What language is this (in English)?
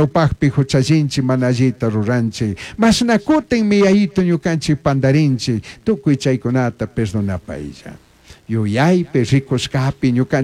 Chimborazo Highland Quichua